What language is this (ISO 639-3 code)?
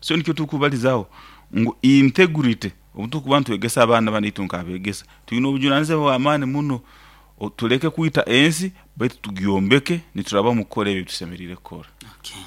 nyo